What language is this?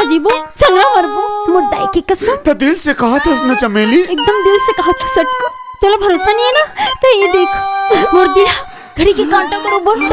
Chhattisgarhi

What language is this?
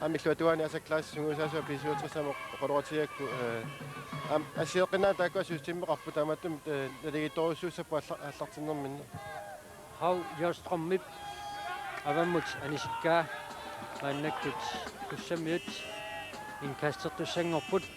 Kalaallisut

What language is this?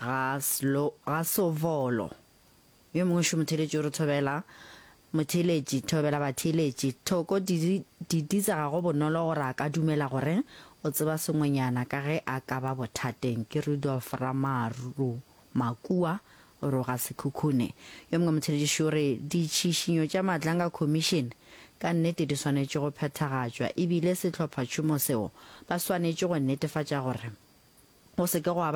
Northern Sotho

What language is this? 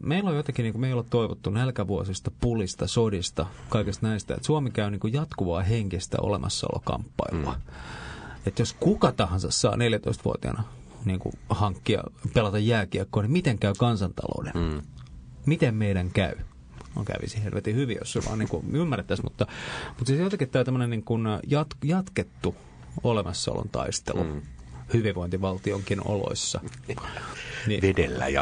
Finnish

